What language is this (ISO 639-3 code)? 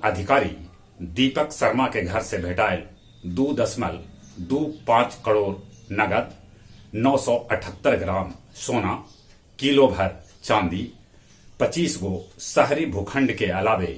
mag